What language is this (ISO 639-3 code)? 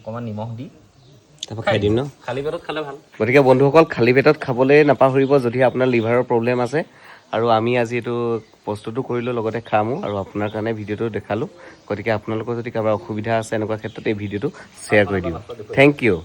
asm